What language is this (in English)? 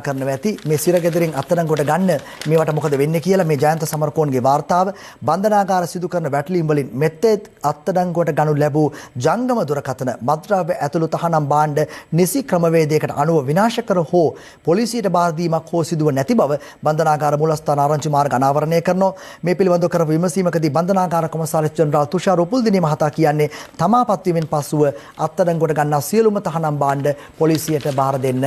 Sinhala